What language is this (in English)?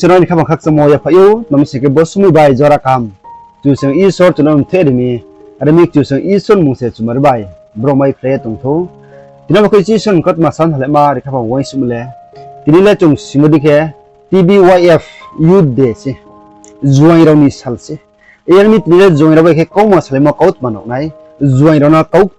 Riang (India)